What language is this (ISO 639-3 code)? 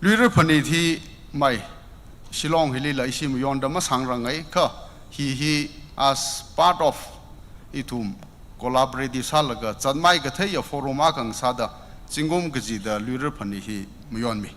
nmf